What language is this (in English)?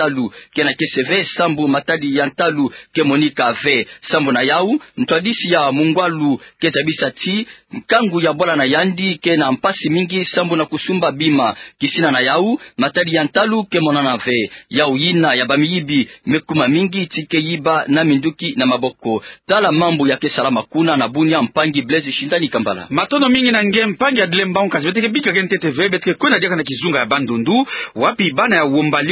Kituba (Democratic Republic of Congo)